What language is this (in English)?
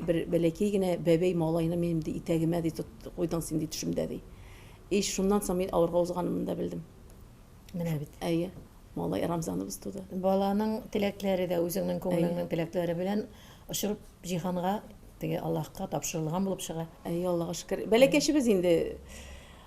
Tatar